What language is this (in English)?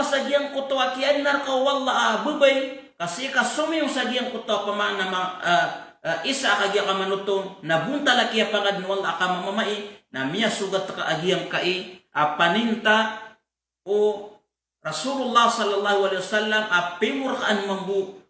Maranao